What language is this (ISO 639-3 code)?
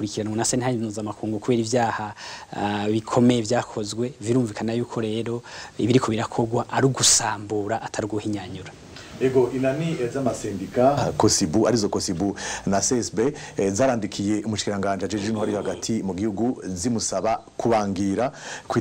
run